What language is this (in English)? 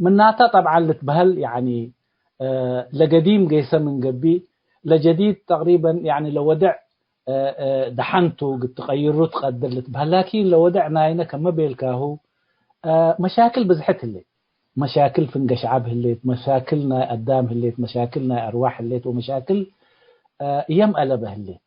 Tigre